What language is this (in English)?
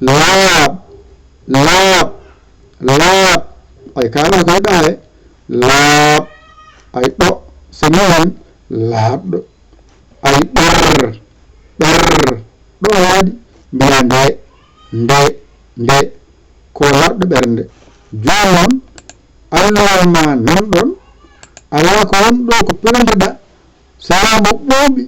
Fula